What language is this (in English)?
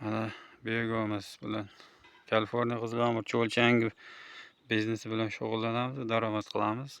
Uzbek